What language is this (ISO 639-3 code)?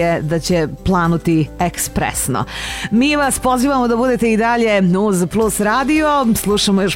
srp